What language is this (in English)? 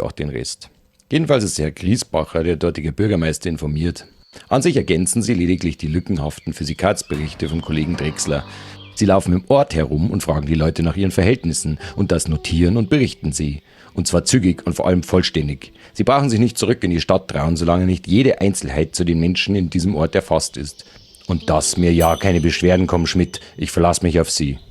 Bavarian